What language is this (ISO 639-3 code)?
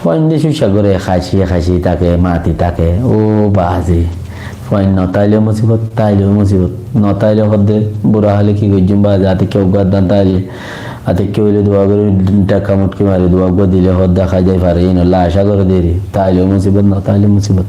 rhg